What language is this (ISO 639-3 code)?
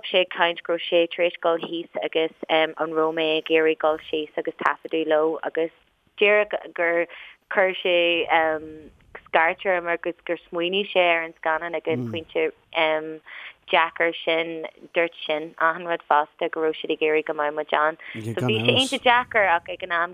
gle